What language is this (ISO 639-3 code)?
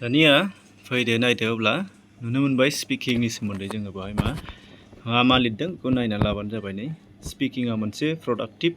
brx